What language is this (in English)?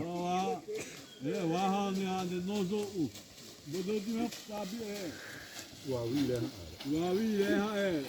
Xavánte